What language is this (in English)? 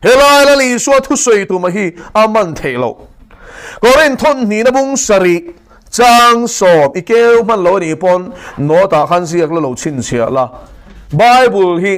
Mizo